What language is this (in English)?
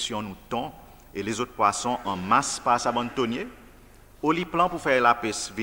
Seselwa Creole French